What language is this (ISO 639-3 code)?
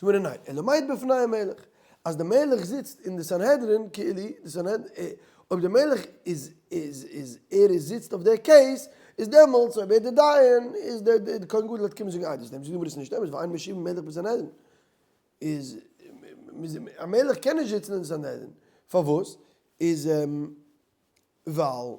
yid